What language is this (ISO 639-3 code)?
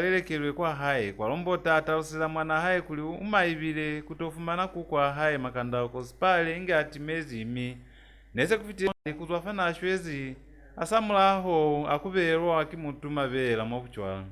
loz